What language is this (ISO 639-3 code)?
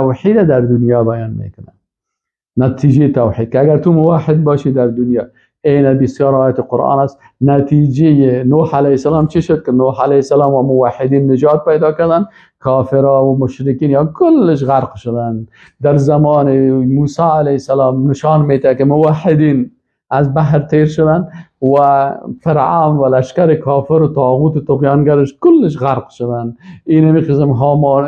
fas